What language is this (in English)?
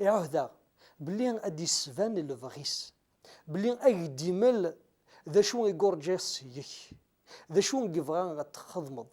Kabyle